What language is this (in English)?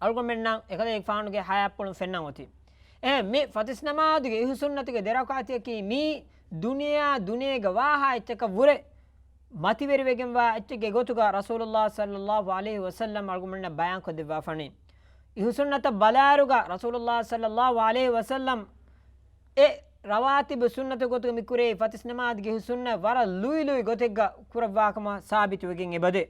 Divehi